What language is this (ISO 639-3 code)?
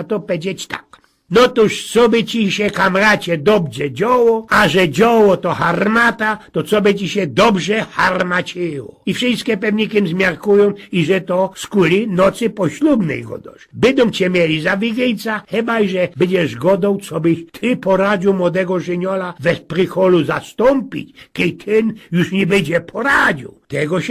szl